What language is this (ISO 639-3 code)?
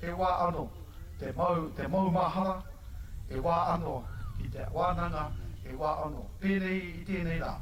mri